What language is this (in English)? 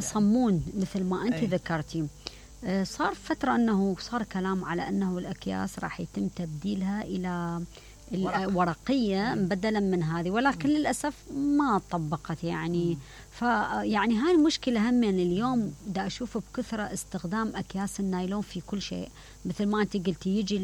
Mesopotamian Arabic